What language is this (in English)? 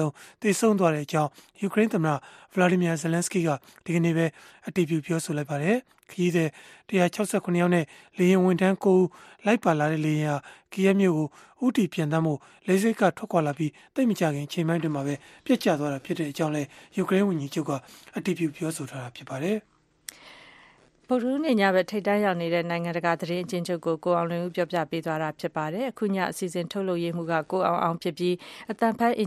Burmese